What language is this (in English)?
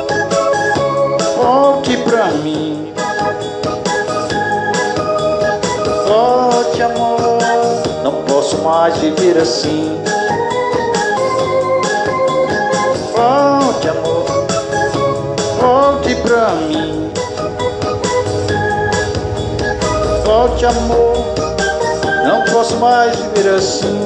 Portuguese